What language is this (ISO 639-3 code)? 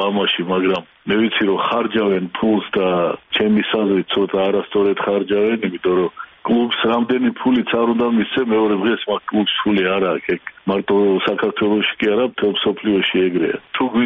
kat